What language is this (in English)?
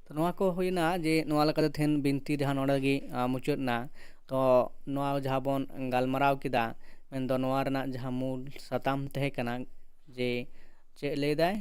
Santali